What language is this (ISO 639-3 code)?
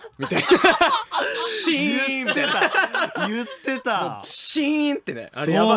jpn